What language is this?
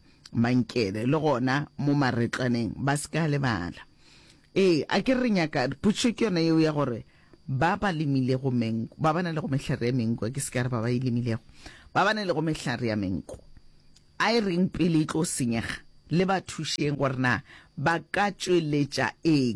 Northern Sotho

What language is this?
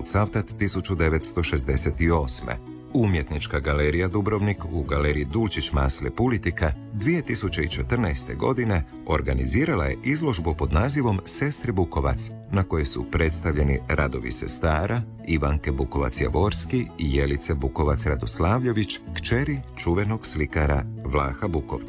Croatian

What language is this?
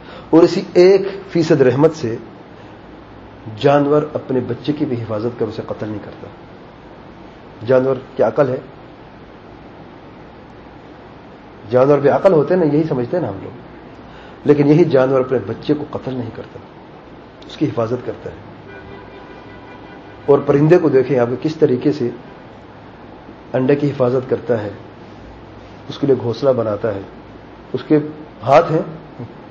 Urdu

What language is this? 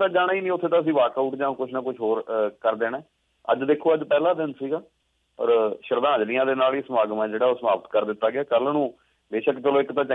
Punjabi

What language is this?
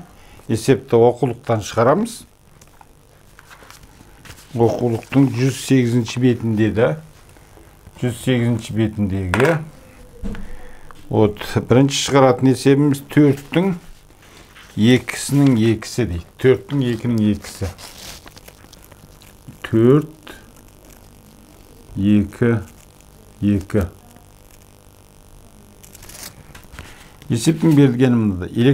Kazakh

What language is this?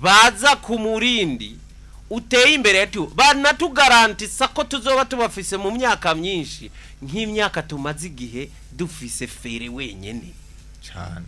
Rundi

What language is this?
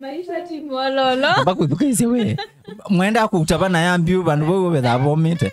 Kamba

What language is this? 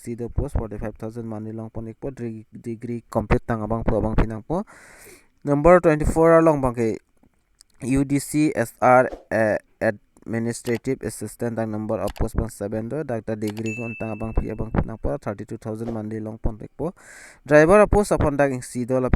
Karbi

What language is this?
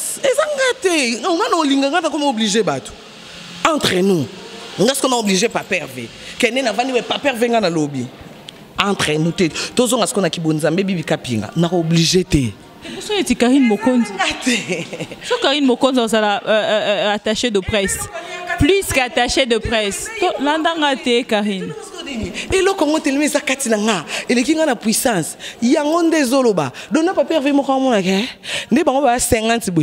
Lingala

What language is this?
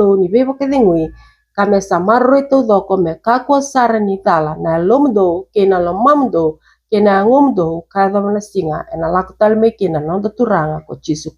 Fijian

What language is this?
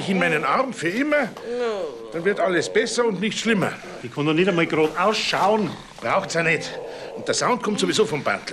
Bavarian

